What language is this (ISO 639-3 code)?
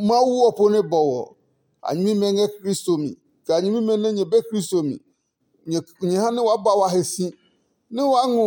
ada